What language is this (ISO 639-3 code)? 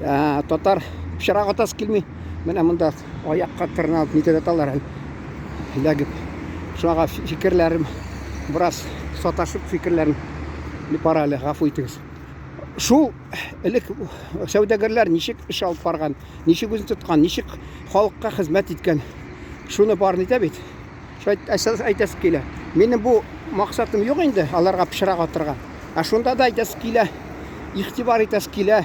tat